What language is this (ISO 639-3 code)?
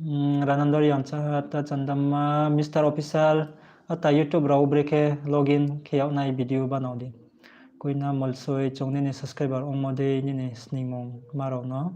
ria